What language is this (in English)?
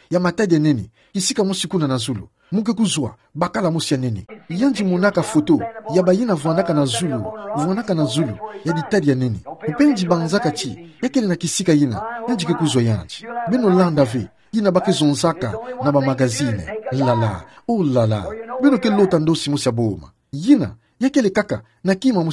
Kituba (Democratic Republic of Congo)